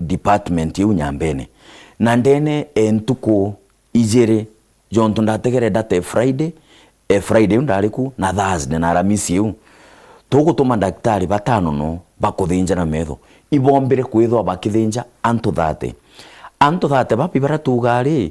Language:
Meru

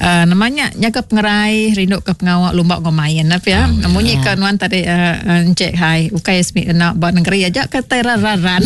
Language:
Iban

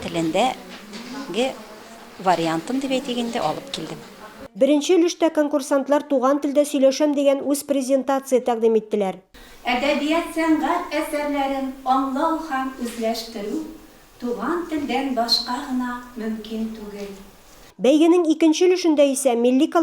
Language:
Tatar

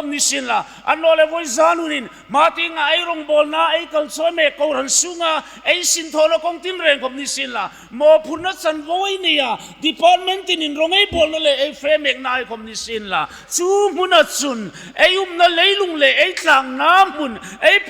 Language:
Hmar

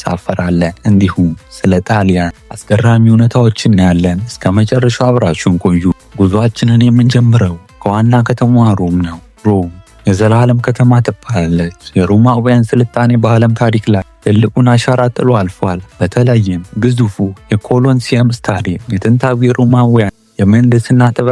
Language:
Amharic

